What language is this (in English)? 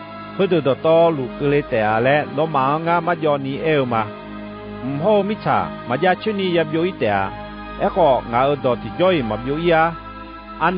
Akha